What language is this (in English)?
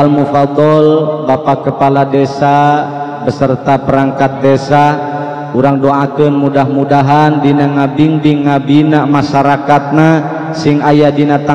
Sundanese